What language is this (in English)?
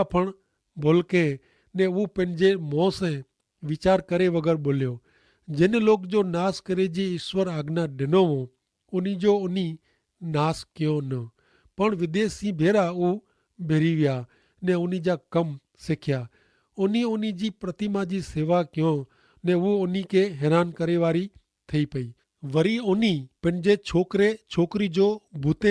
Kachhi